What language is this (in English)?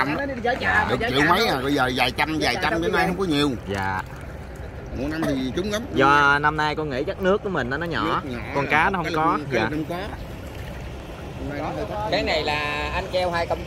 Vietnamese